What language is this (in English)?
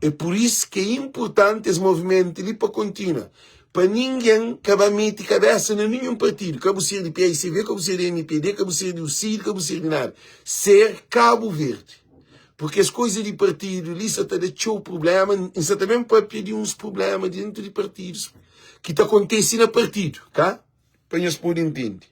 Kabuverdianu